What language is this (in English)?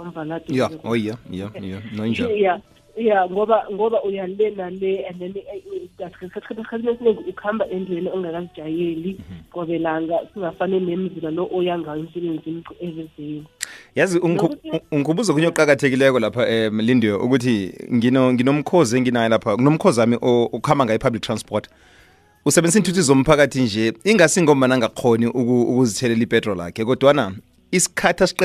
South Ndebele